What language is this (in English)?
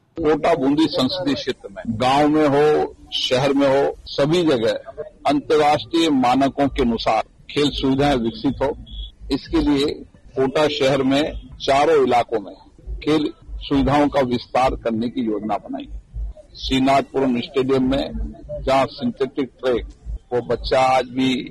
Hindi